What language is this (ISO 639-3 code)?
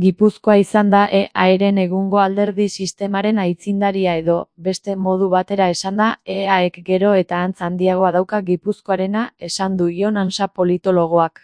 eus